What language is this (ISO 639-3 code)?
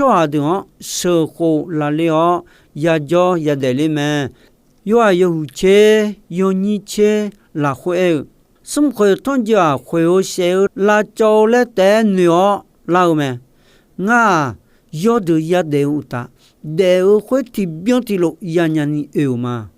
ahk